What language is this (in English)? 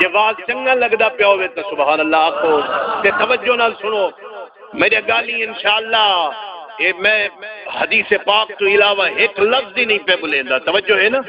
Saraiki